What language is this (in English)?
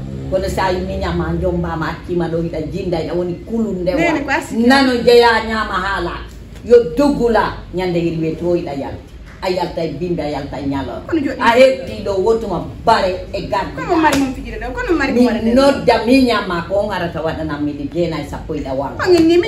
Fula